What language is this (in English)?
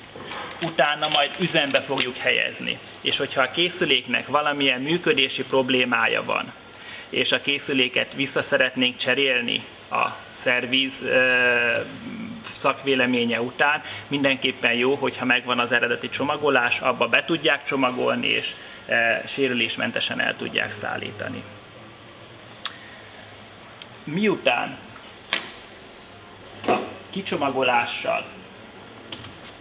Hungarian